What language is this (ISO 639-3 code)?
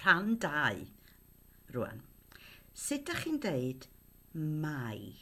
cym